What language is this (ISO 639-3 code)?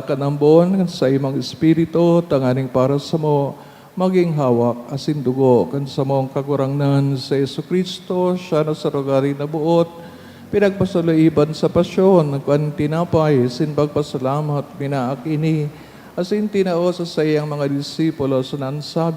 bik